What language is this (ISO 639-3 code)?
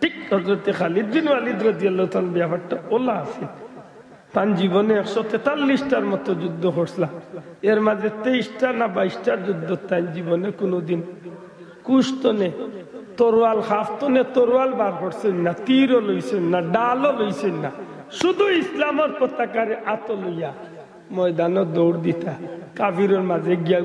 syl